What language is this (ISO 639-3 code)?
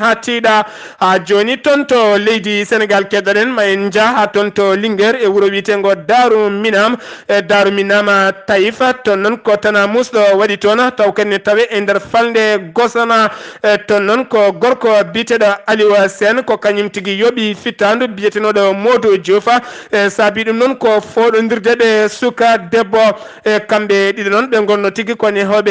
ful